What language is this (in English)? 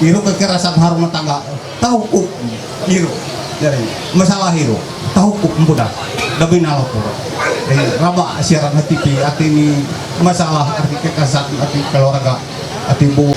Ma'anyan